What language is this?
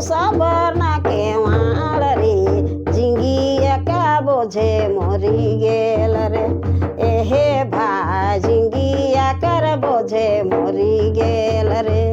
Sadri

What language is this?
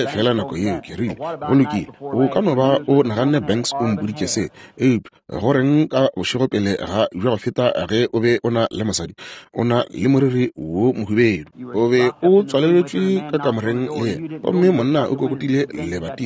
Northern Sotho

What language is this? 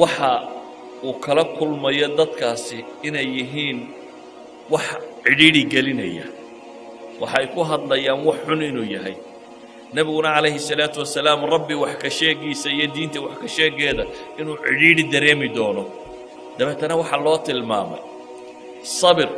Somali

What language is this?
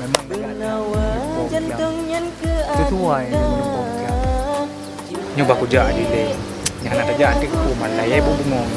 Achinese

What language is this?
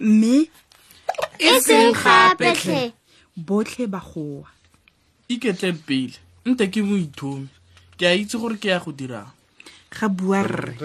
Tswana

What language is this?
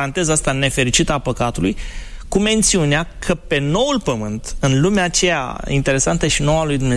Romanian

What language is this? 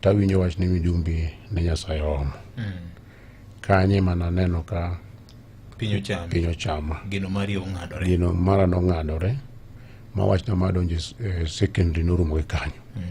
Luo (Kenya and Tanzania)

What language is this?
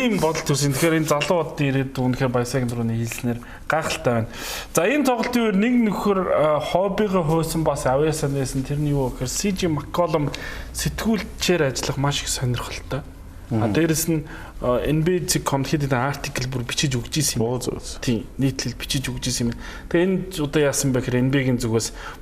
Mongolian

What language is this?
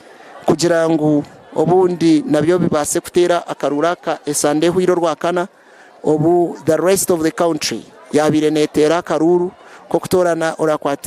Nyankole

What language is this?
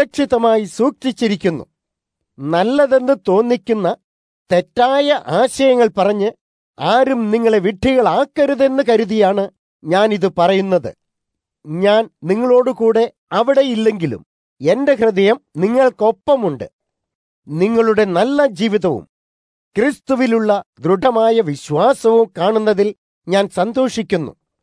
Malayalam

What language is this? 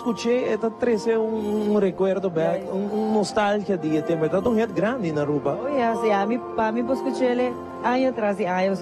Papiamento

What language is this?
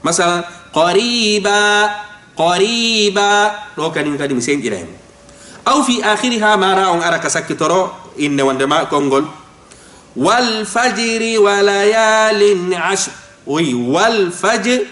Fula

